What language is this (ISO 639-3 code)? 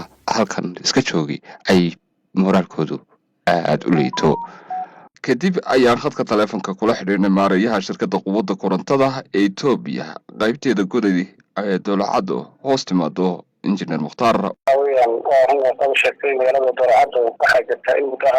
som